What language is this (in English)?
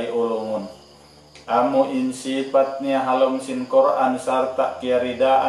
Tausug